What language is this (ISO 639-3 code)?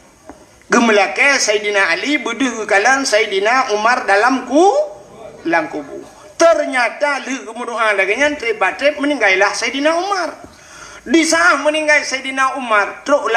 ace